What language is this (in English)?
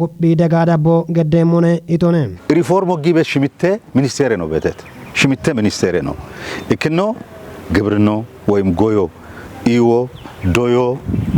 Kafa